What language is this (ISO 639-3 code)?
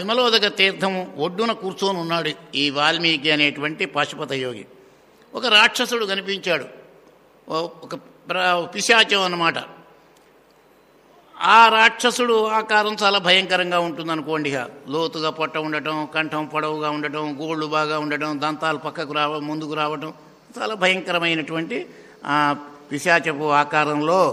tel